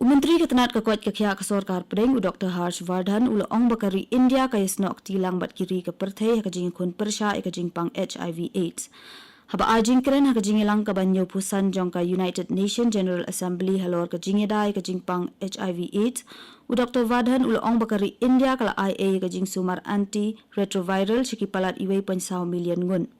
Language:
Khasi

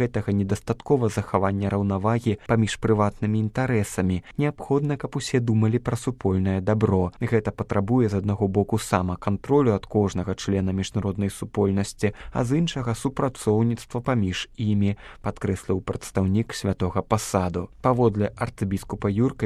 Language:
Belarusian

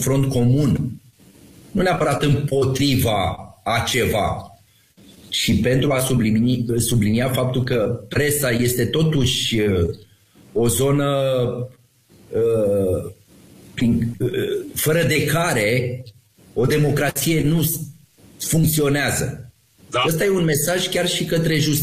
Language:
Romanian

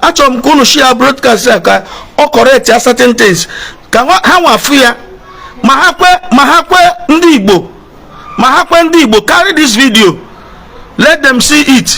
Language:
Igbo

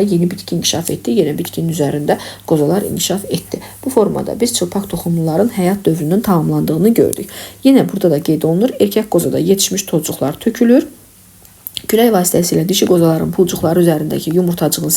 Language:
Azerbaijani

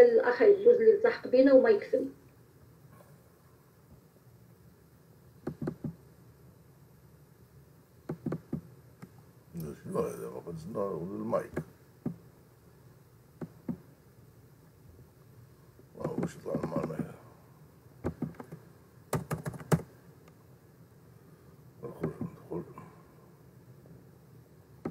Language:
Moroccan Arabic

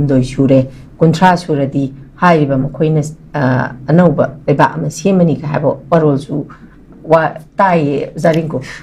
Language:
Manipuri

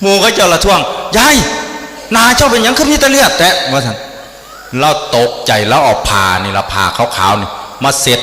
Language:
Northeastern Thai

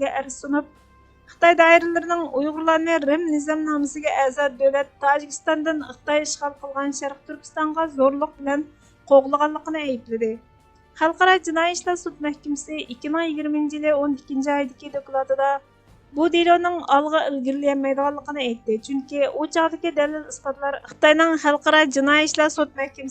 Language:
Uyghur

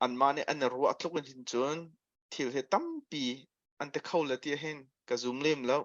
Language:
Hakha Chin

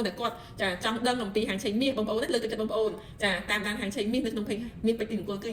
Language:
Khmer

